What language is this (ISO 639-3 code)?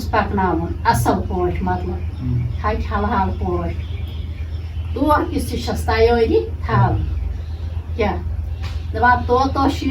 kas